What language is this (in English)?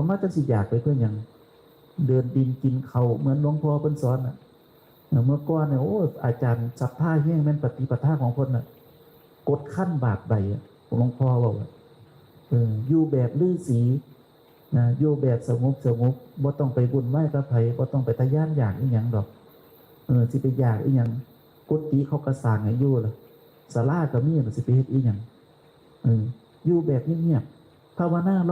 Northeastern Thai